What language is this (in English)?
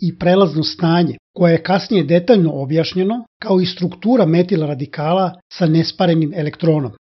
Serbian